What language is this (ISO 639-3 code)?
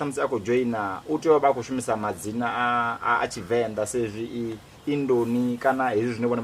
ven